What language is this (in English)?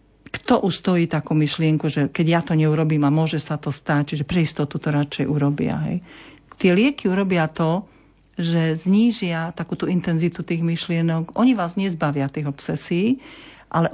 Slovak